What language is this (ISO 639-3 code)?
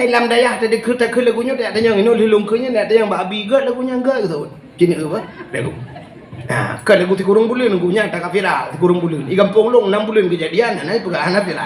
ace